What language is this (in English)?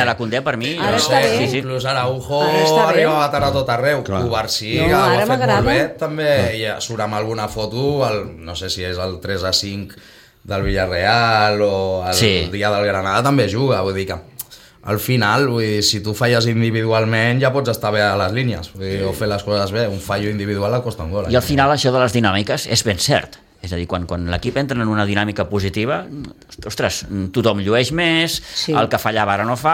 Catalan